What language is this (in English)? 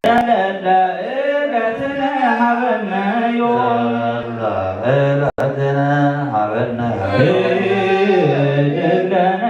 Geez